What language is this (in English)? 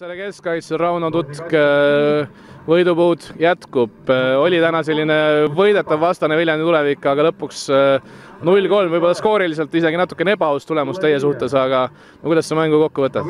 Estonian